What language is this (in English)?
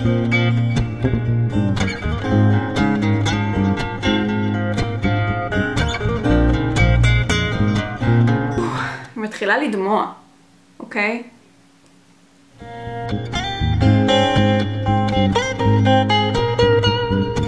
Hebrew